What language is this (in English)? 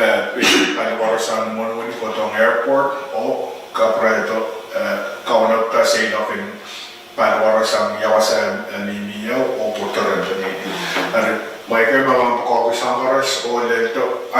Pohnpeian